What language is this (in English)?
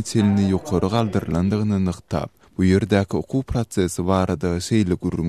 Turkmen